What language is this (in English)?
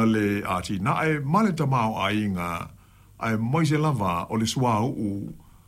Samoan